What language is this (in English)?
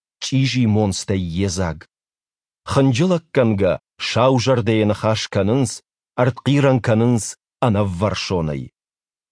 Ossetic